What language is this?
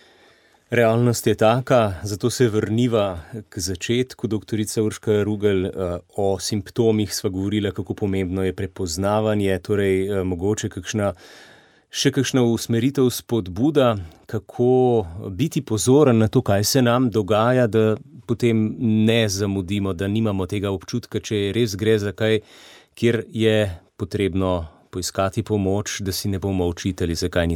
Slovenian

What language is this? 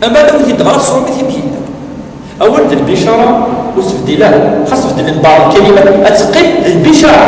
Kabyle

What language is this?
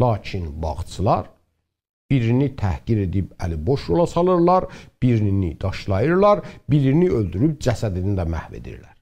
South Azerbaijani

